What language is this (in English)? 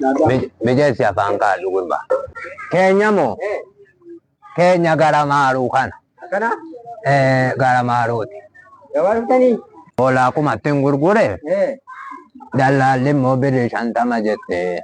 Oromo